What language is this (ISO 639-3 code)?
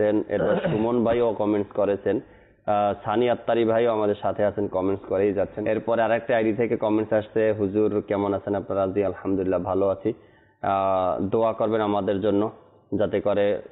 ben